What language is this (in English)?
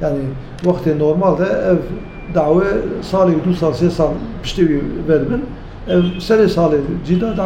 Kurdish